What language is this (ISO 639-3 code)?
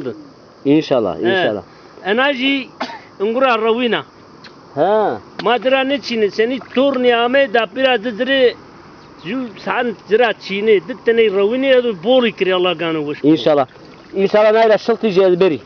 zza